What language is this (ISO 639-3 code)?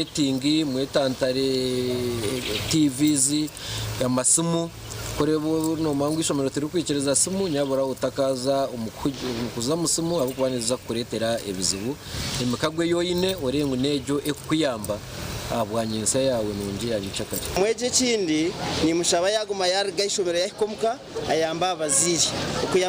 nyn